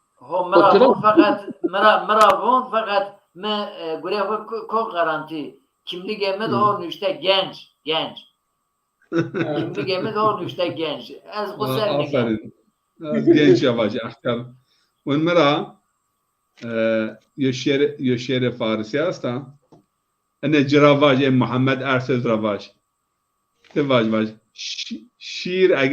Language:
Zaza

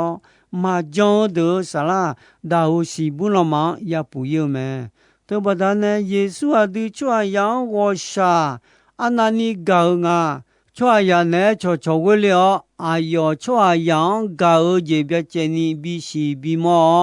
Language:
Akha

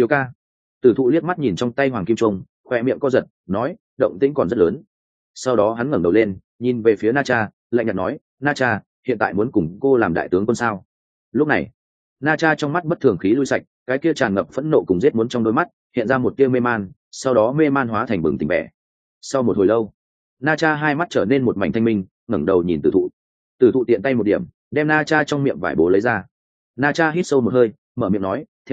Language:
Vietnamese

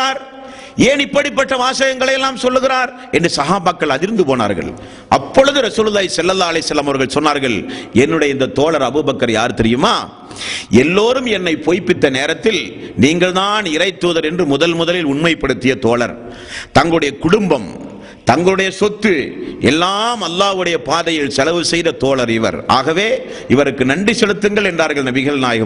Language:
Tamil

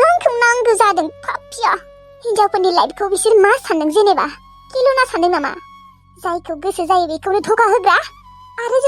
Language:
Bodo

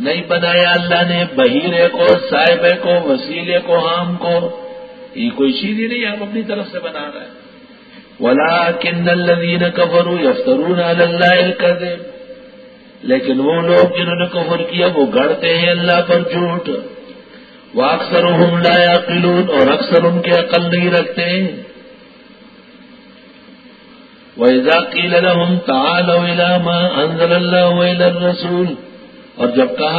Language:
Urdu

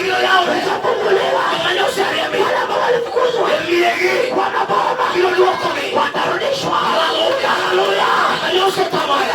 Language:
Luo (Kenya and Tanzania)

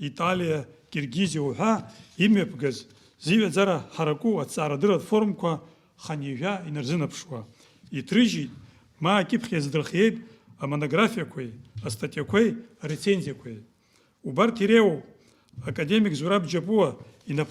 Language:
Abkhazian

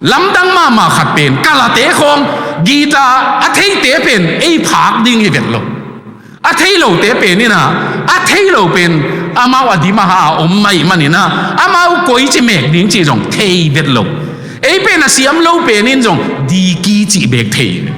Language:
Tedim Chin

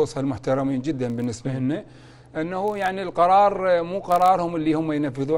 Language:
Mesopotamian Arabic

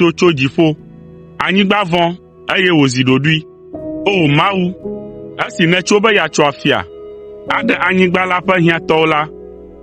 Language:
Ewe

